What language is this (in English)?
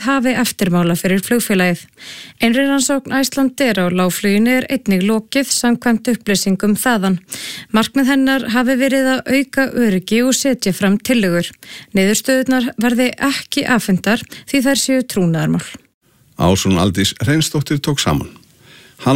Icelandic